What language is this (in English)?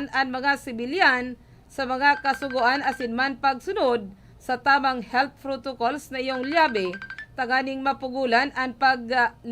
Bikol